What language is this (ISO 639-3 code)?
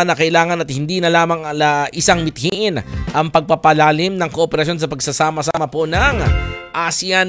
fil